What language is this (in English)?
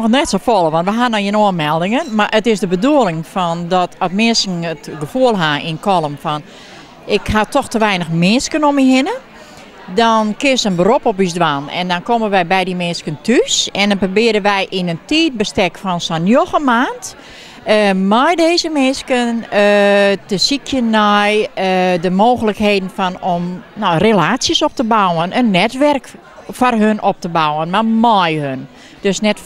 Western Frisian